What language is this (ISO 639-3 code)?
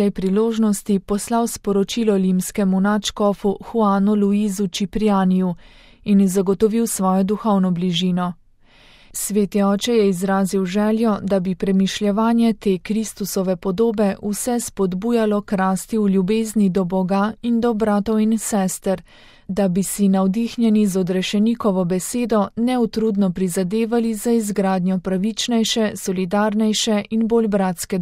slv